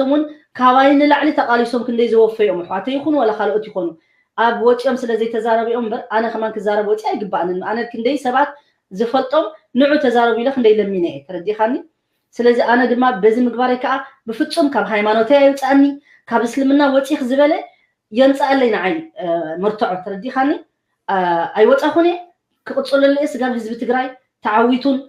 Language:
Tigrinya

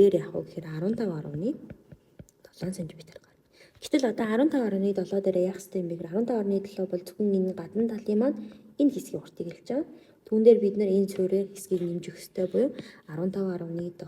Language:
Mongolian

